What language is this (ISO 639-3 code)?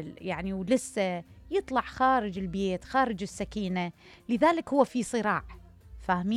acm